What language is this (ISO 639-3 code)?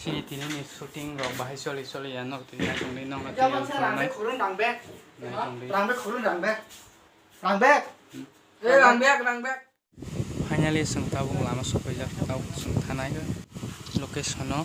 trp